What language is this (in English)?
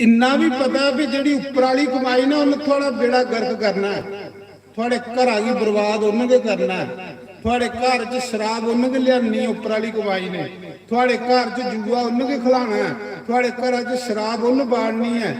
Dogri